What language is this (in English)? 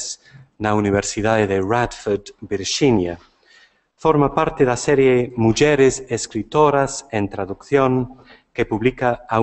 Galician